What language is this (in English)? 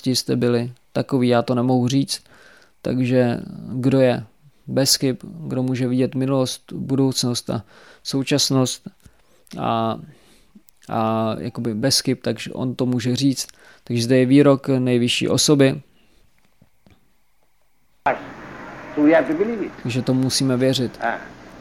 Czech